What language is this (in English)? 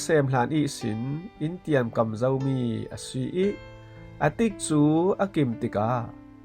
Falam Chin